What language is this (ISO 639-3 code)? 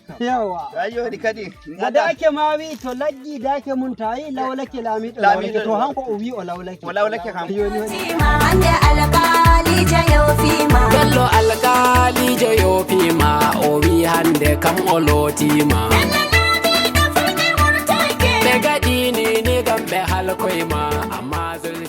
fuv